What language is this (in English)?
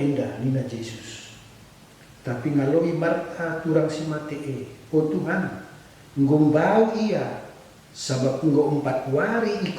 Batak Karo